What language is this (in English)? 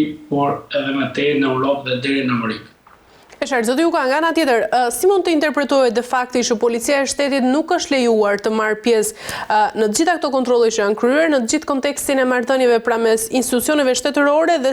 Albanian